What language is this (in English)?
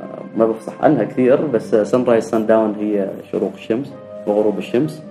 Gulf Arabic